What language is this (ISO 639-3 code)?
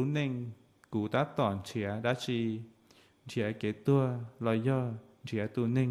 hmn